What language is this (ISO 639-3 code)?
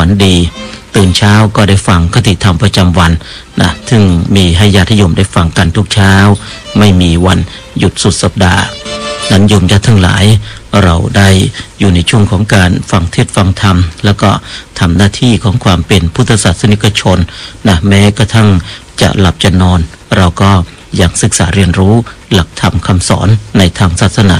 tha